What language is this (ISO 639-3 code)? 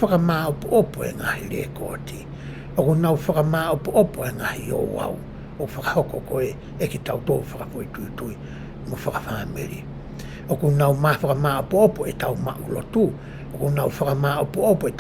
ton